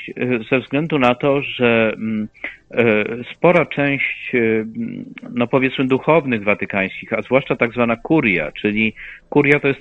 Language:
Polish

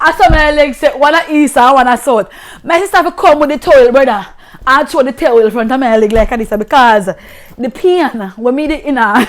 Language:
Jamaican Creole English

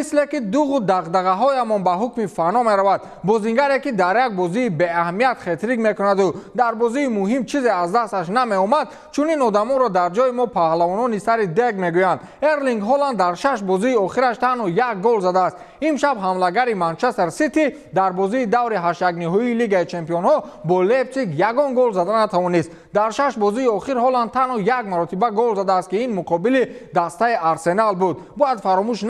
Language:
Tajik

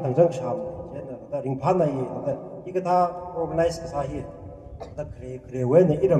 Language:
Tangkhul Naga (India)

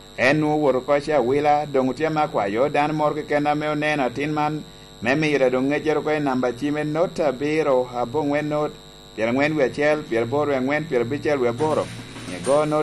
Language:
Lango (Uganda)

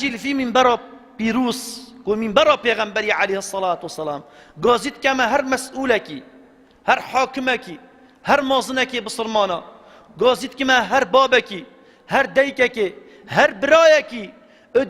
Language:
Kurdish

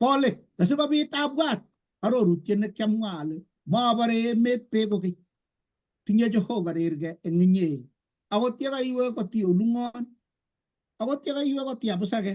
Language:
Kalenjin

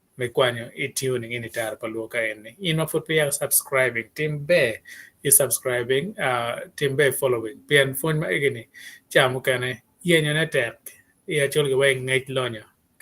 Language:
Acoli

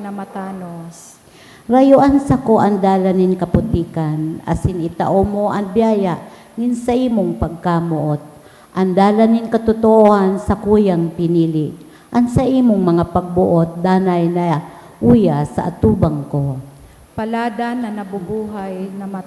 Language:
Bikol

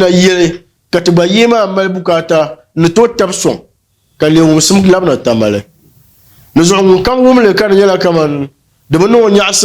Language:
Dagbani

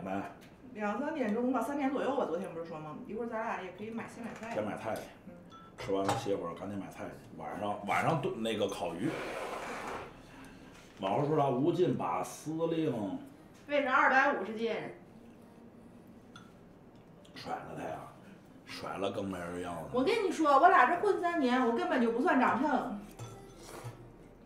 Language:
Chinese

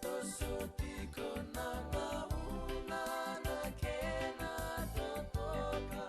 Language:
Fijian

